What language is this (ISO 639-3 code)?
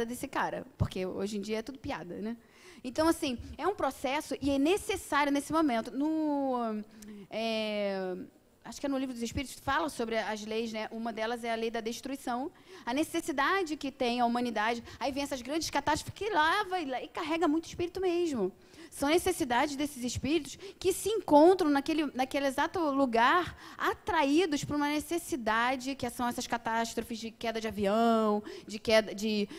por